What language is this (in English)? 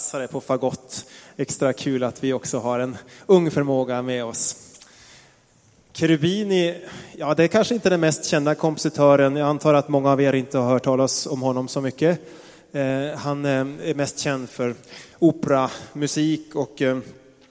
Swedish